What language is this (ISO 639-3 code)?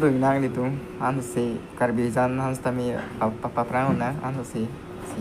mjw